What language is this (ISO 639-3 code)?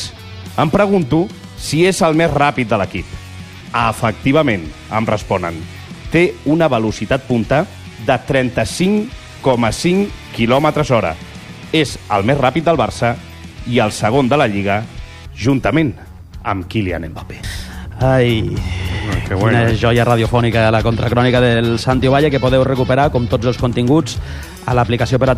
cat